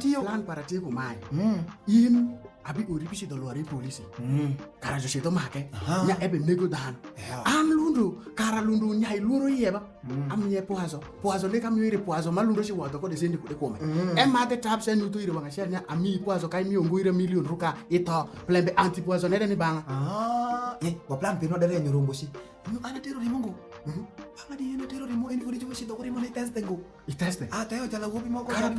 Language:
Alur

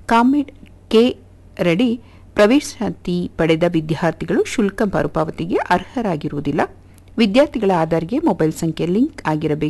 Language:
Kannada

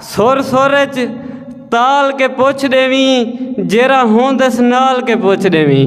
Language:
Saraiki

